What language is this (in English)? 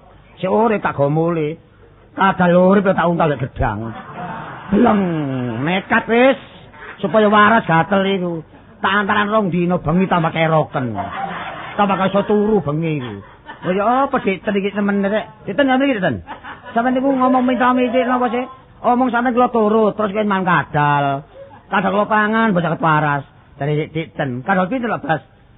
Javanese